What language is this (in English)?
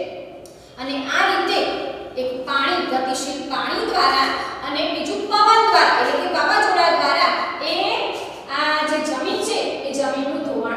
Gujarati